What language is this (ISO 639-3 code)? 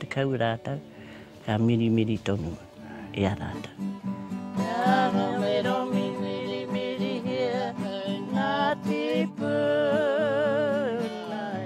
mri